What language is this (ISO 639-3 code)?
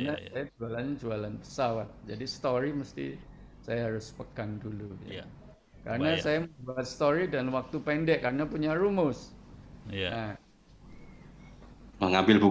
ind